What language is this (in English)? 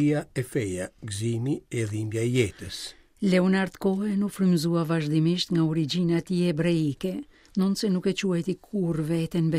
Albanian